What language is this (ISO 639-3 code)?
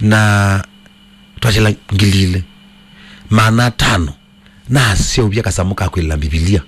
kam